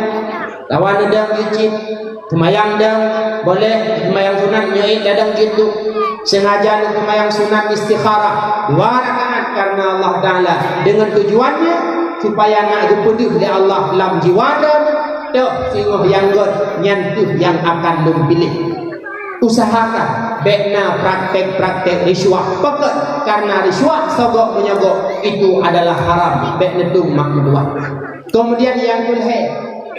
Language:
Achinese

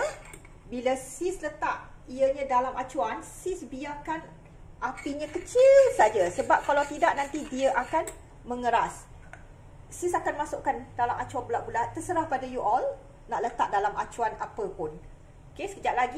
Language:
Malay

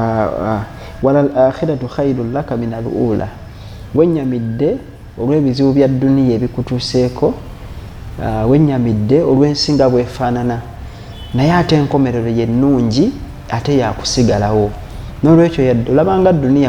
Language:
Ganda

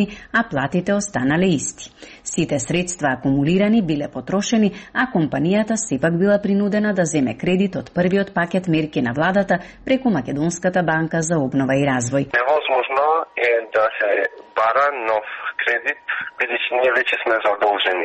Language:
Macedonian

